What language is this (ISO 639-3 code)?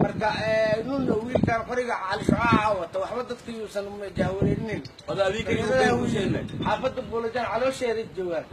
som